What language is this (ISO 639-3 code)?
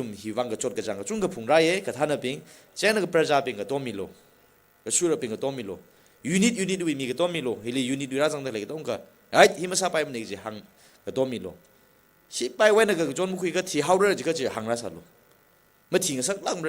nmf